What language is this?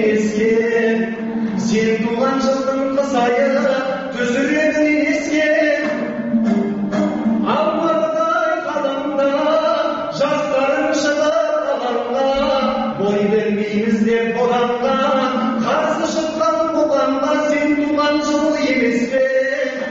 Kazakh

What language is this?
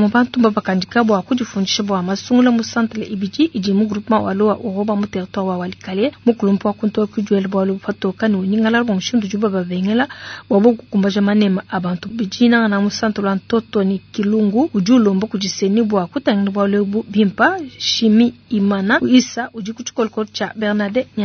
Luba-Lulua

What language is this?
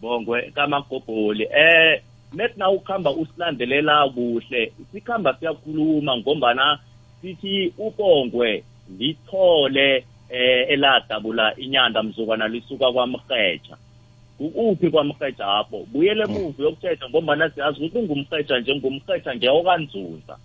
South Ndebele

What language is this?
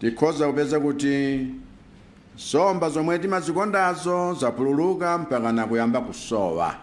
Nyanja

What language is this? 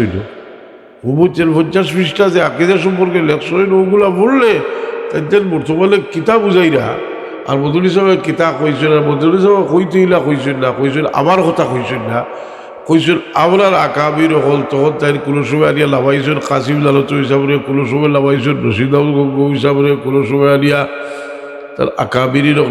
Sylheti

